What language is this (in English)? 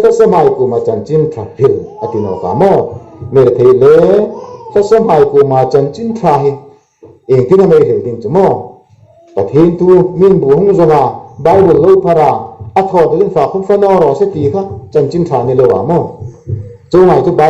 Hmar